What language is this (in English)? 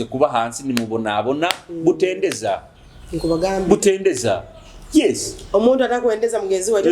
Nyoro